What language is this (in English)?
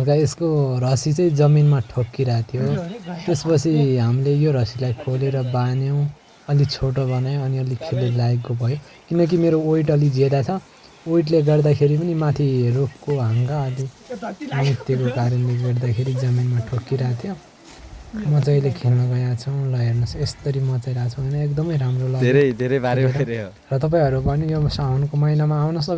Nepali